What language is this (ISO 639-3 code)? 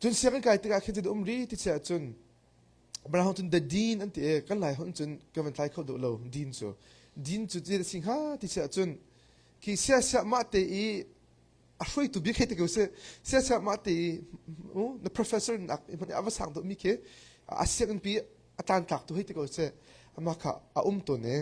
cnh